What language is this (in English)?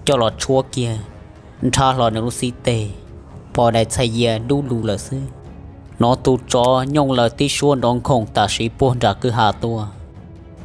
Hmong